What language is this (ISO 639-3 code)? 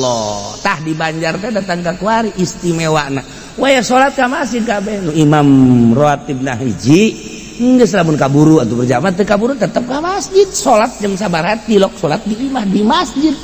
sun